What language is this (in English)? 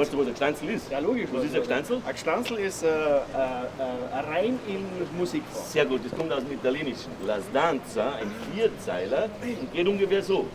Bavarian